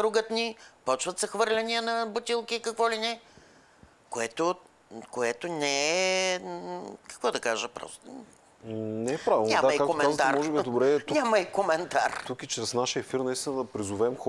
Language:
Bulgarian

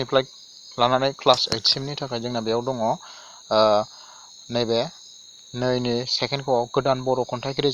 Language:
Bodo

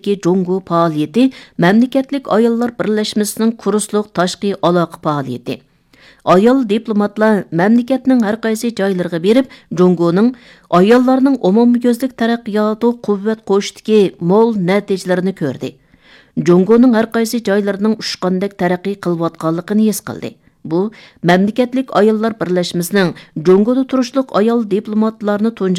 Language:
Uyghur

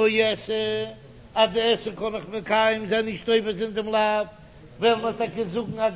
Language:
Yiddish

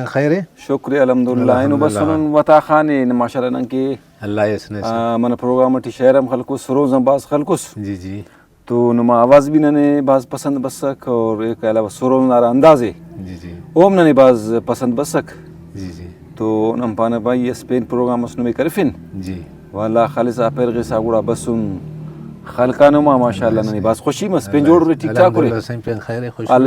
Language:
Brahui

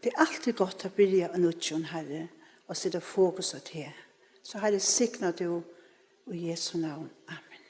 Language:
Faroese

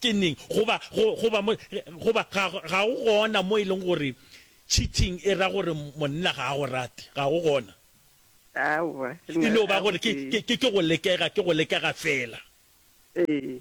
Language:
Northern Sotho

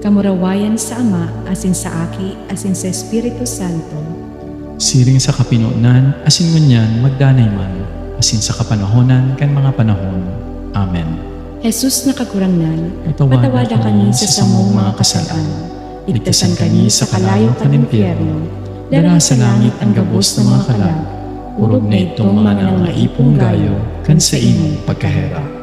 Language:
Bikol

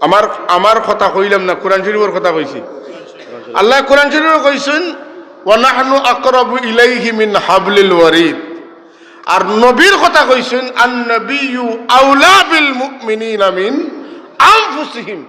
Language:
Sylheti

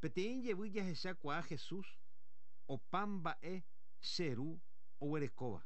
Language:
Guarani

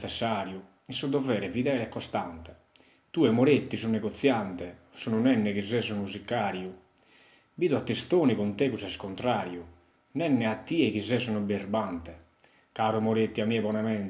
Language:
Sardinian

